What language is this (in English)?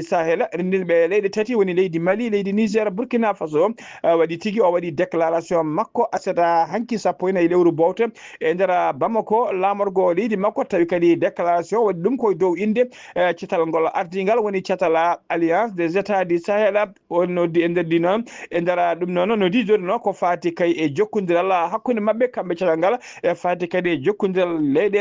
Fula